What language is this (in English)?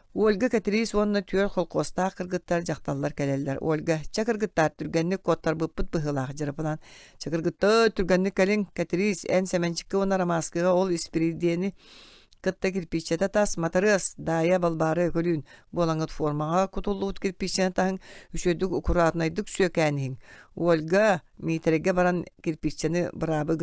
Yakut